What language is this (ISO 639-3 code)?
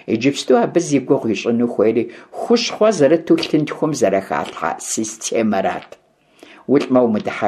kbd